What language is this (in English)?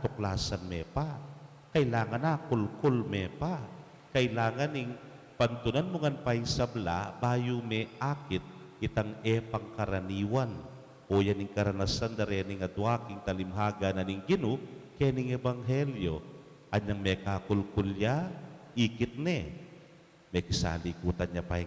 Pampanga